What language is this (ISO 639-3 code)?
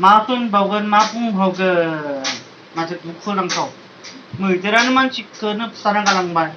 brx